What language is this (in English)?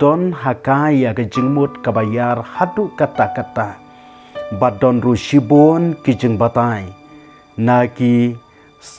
Khasi